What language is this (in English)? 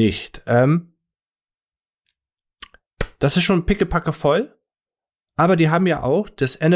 German